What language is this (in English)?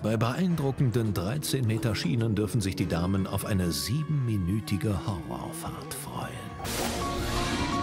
German